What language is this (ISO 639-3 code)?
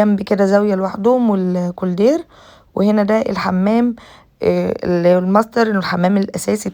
arz